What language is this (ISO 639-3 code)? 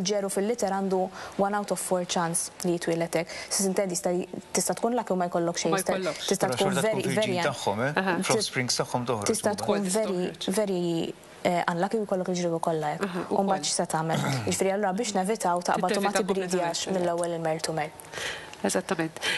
mlt